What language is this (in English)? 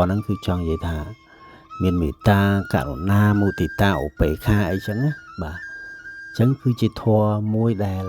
Khmer